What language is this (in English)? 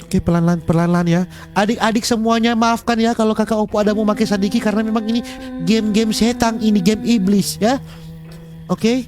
Manado Malay